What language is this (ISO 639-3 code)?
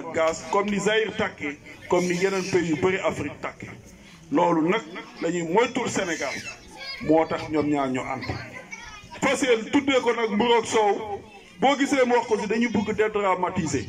wol